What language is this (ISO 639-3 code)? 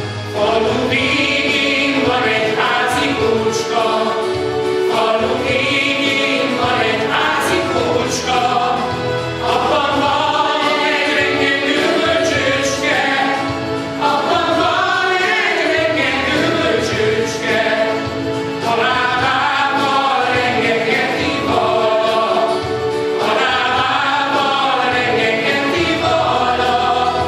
hun